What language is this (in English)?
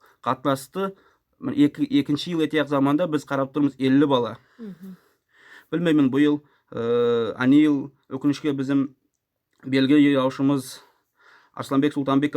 Nogai